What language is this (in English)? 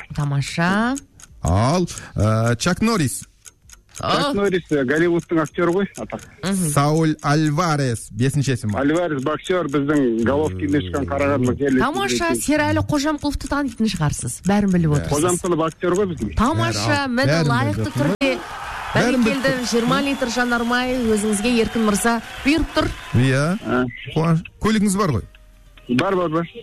Kazakh